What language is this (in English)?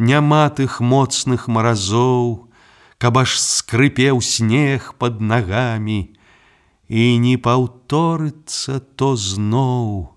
Belarusian